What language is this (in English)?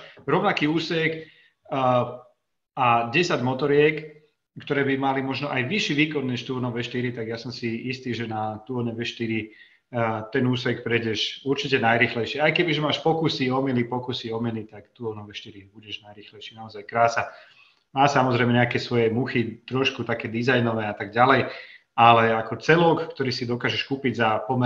Slovak